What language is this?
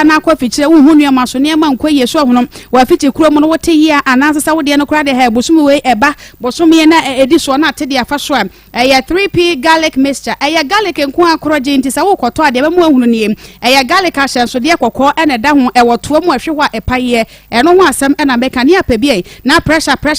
Akan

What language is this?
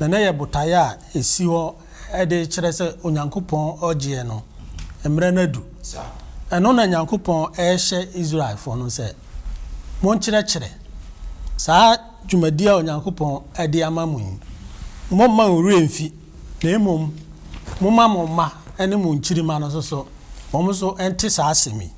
Akan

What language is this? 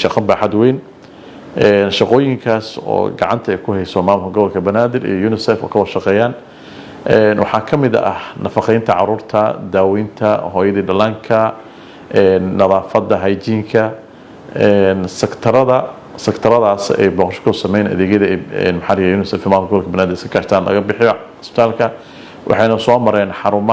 Somali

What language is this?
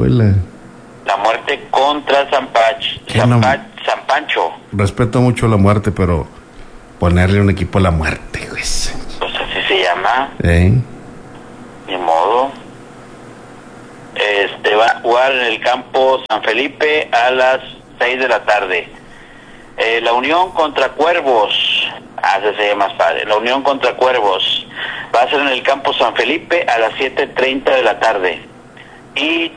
Spanish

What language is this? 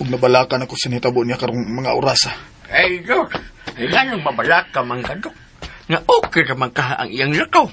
Cebuano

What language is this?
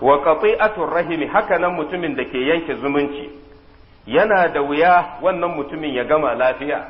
Hausa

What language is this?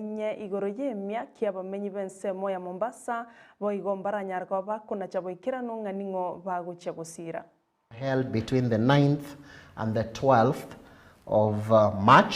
Gusii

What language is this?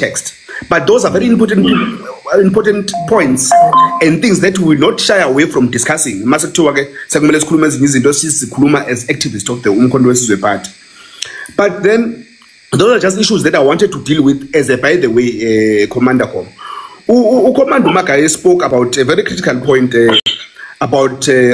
Zulu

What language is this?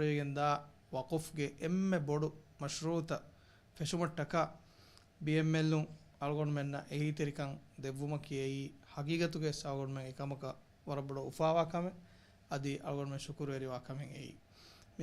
Divehi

